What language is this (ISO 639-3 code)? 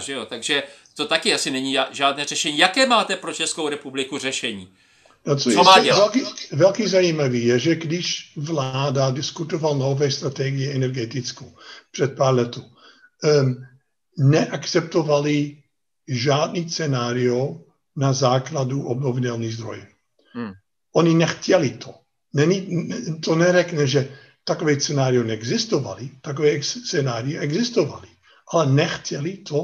ces